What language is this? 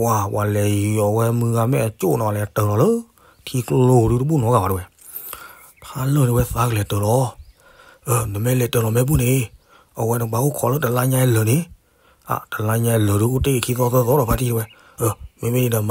S'gaw Karen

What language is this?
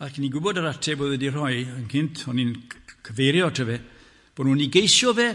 Welsh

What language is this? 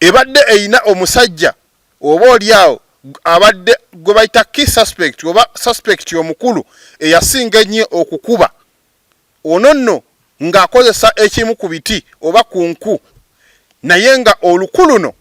Ganda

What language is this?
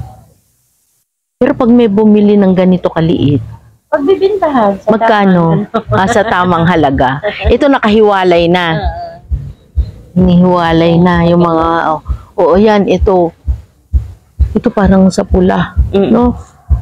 Filipino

